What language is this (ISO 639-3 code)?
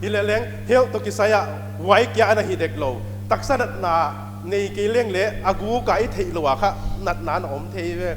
pck